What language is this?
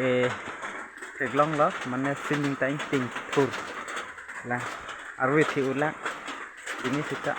Karbi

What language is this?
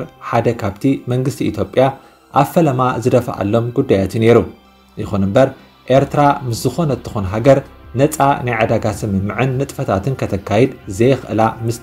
Tigrinya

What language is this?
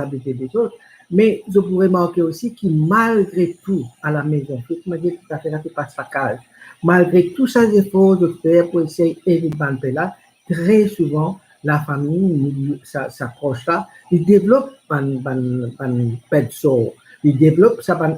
Morisyen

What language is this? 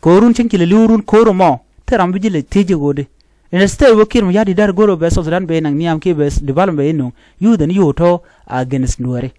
Nuer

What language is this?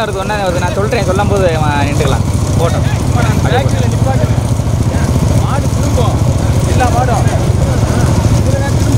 Tamil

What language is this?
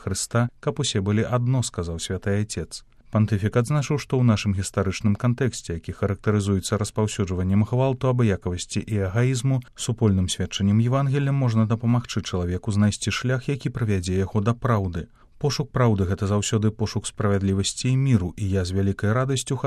Belarusian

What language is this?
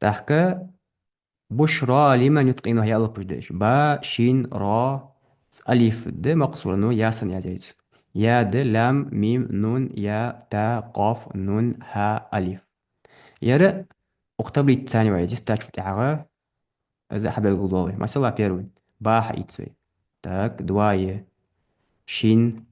Ingush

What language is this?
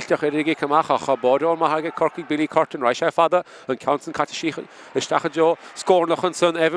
Irish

